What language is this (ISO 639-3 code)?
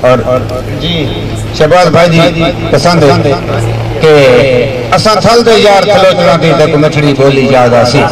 skr